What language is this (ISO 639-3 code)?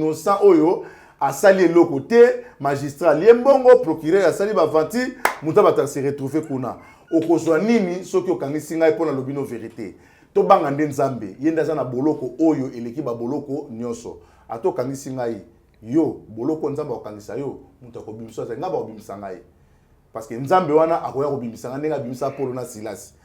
lin